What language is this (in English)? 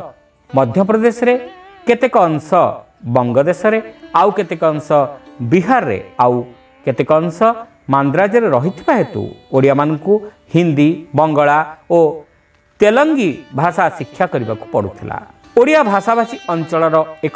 Odia